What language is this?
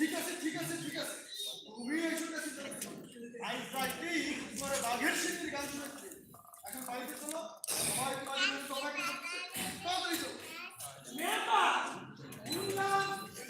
Sylheti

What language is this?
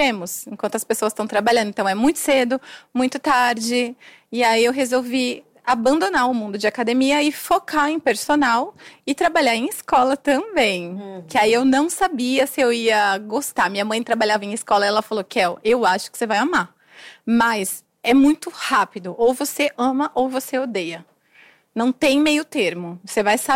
Portuguese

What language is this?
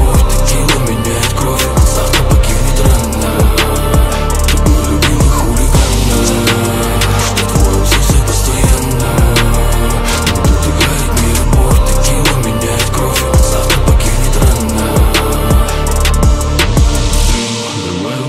Russian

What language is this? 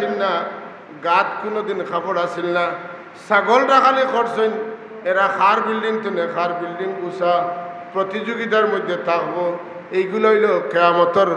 Sylheti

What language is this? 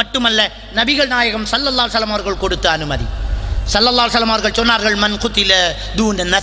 Tamil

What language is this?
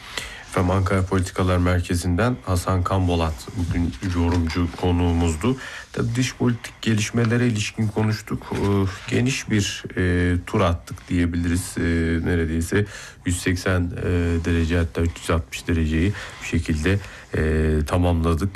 Turkish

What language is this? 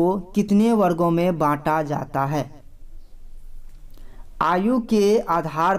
Hindi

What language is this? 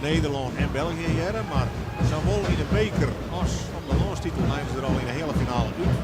Western Frisian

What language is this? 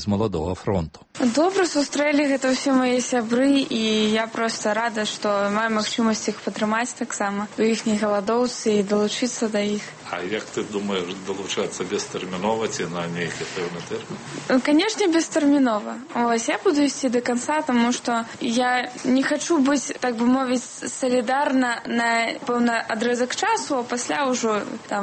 Belarusian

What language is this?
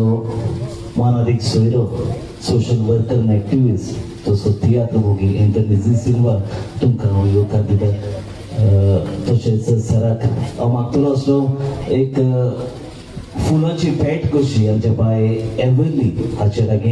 Konkani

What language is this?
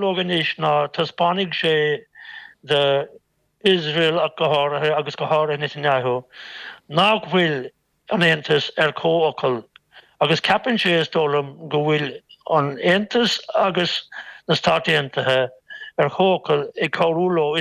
Irish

